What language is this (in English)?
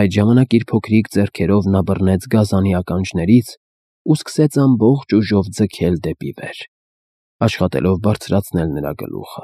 Armenian